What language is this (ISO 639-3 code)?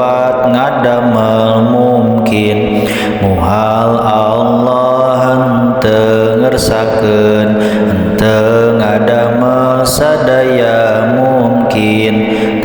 sun